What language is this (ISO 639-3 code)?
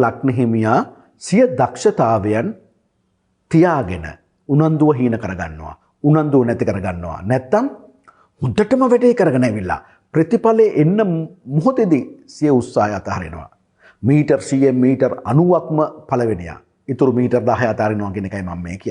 sin